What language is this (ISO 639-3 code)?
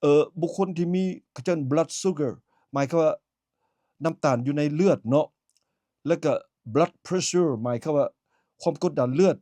lao